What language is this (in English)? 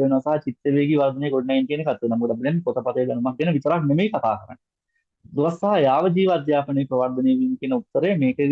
Sinhala